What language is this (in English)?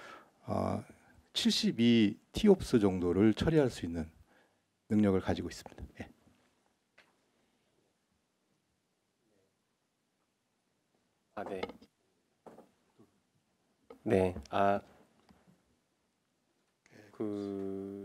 Korean